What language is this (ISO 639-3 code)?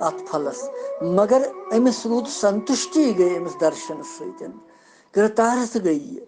kas